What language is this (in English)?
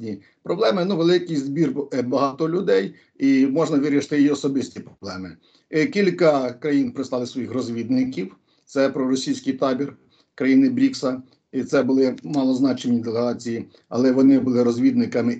Ukrainian